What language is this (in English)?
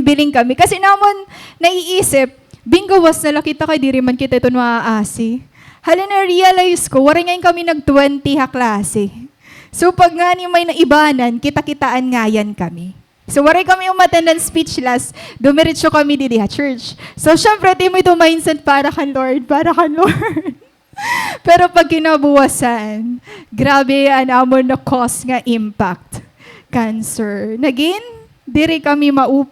Waray